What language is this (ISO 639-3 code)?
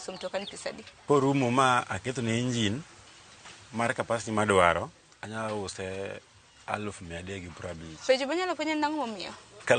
luo